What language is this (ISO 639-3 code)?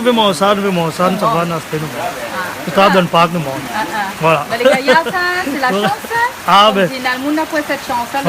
rcf